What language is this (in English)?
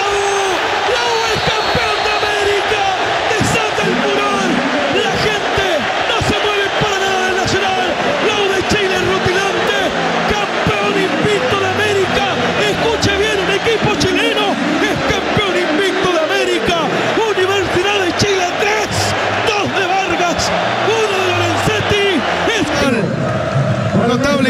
Spanish